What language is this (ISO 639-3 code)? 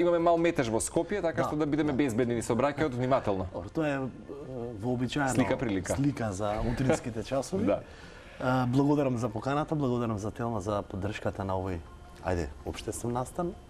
mkd